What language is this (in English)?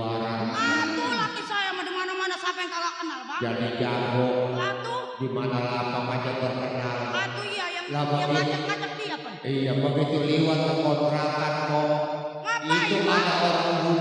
Betawi